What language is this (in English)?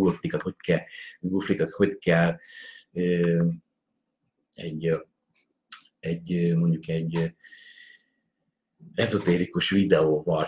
Hungarian